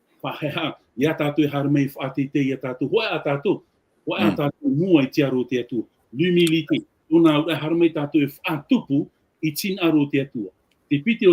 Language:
Tahitian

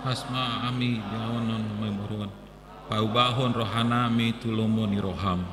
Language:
Batak Toba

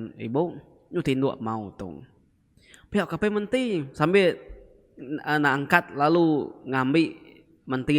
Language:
Iban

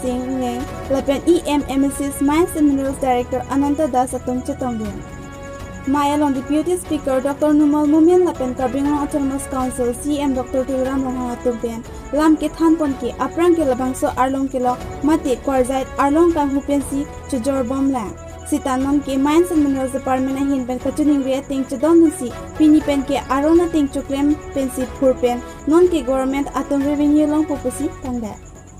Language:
Karbi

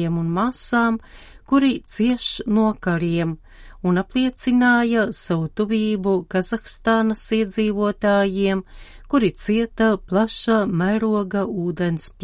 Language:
Latvian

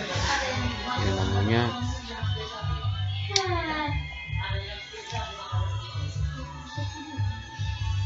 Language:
Indonesian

